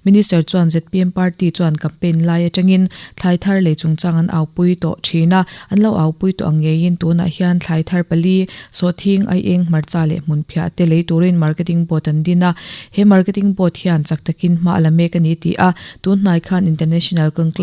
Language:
Mizo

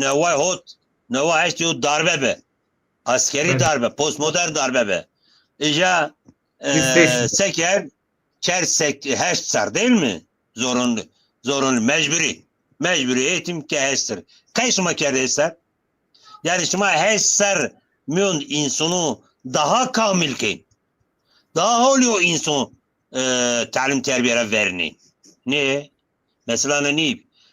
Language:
Zaza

